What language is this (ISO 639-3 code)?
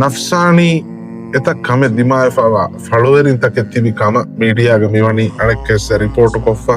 div